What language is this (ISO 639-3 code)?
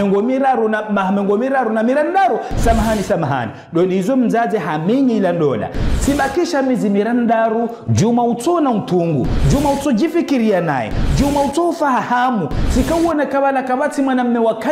zdj